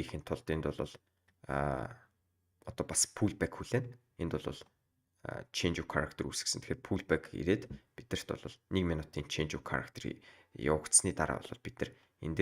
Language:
Mongolian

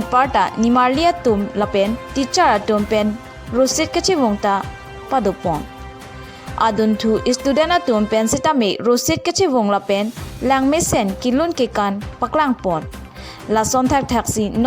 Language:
Karbi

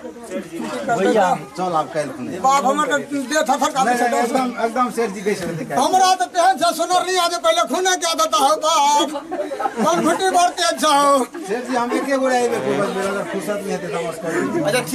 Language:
Maithili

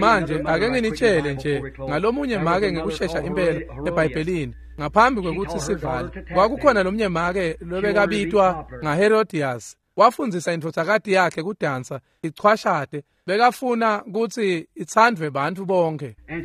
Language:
Swati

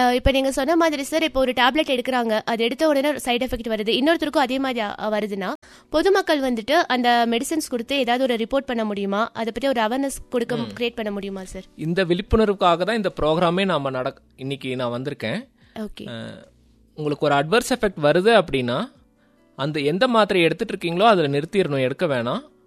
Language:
Tamil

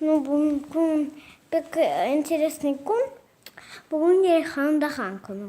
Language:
Crimean Tatar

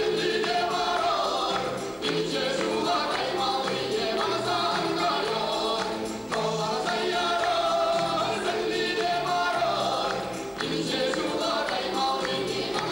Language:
Chuvash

